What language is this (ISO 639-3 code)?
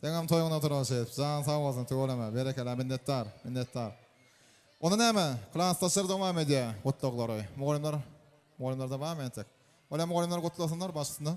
tuk